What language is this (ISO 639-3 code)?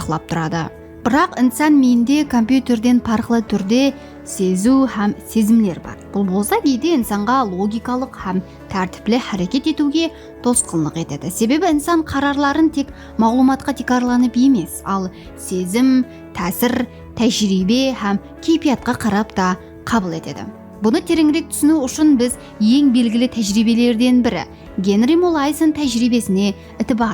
kaa